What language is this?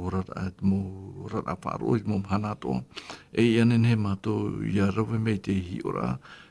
Tahitian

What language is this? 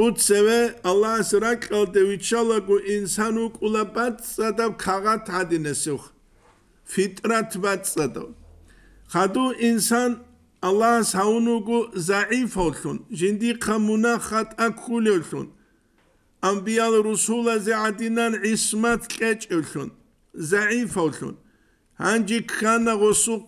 Avaric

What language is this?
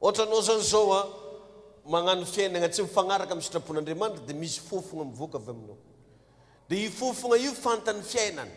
Malagasy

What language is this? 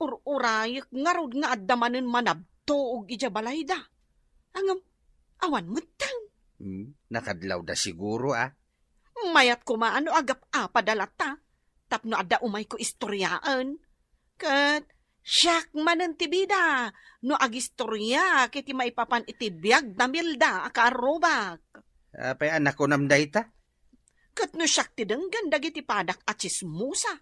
Iloko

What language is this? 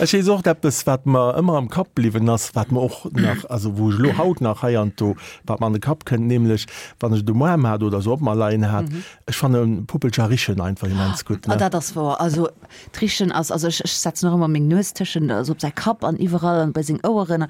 Luxembourgish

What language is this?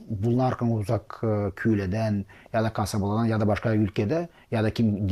Gagauz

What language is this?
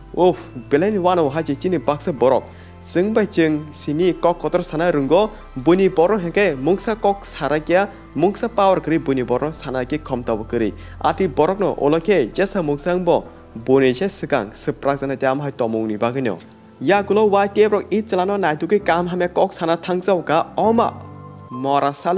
Kok Borok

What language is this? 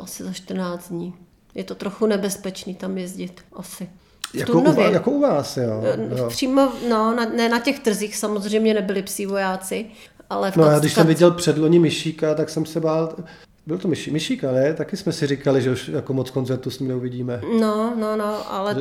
Czech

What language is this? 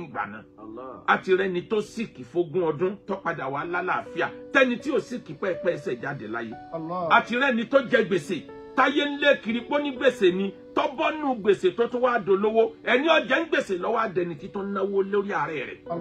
Yoruba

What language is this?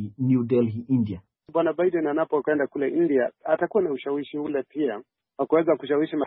Swahili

